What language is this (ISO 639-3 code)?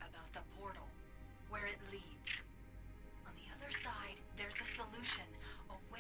eng